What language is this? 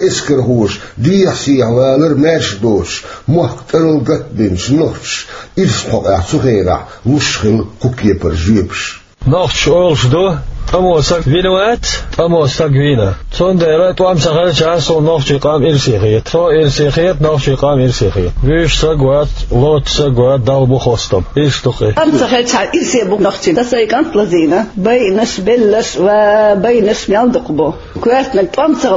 Chechen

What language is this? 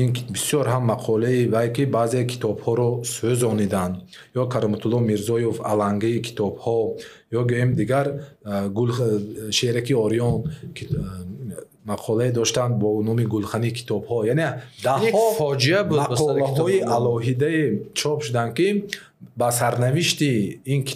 Tajik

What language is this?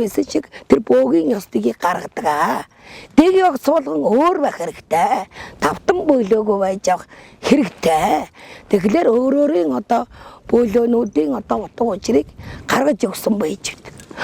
Mongolian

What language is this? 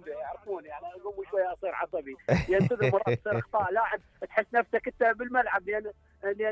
Mesopotamian Arabic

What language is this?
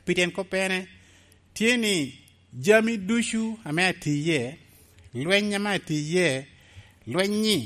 Lango (Uganda)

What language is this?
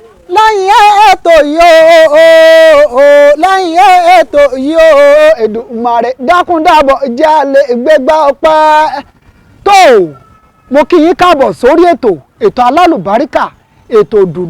Yoruba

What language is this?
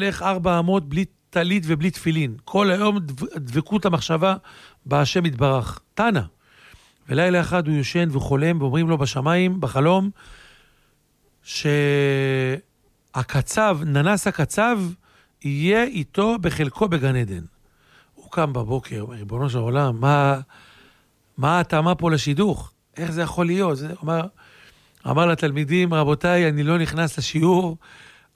Hebrew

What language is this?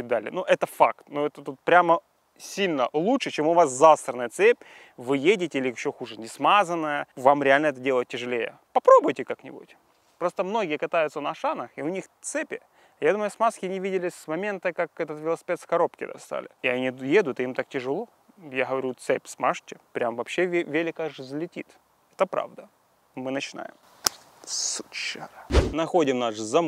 Russian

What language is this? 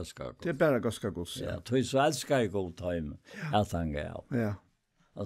Faroese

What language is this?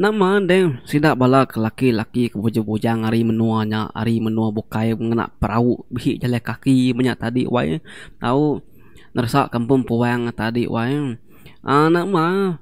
Iban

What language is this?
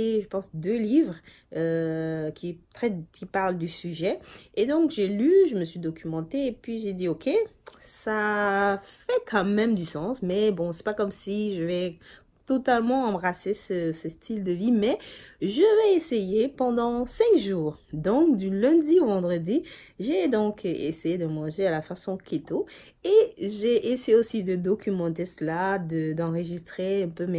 French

